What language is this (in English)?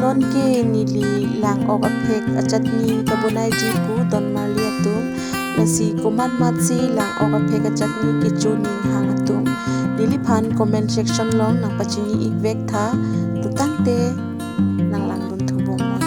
Karbi